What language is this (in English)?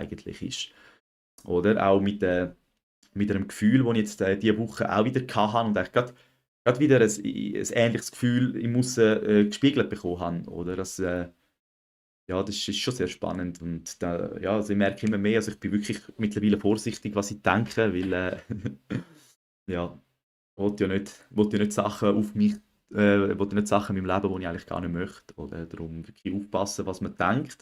Swiss German